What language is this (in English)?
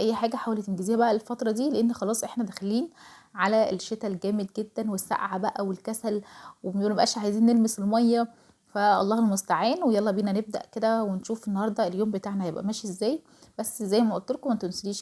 Egyptian Arabic